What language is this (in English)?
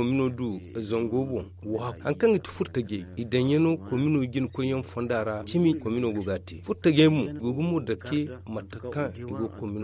Zarma